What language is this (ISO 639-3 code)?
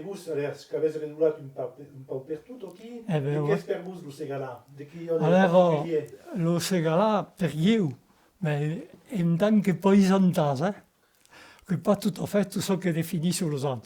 oci